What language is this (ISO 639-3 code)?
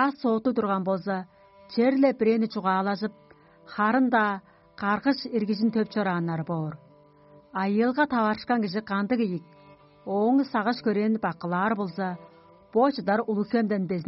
tyv